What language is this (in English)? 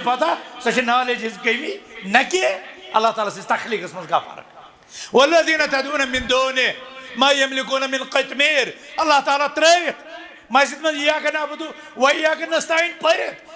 Kashmiri